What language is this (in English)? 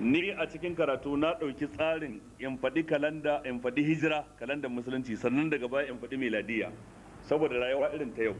Hausa